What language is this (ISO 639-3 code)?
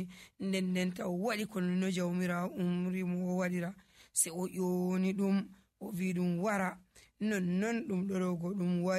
fuv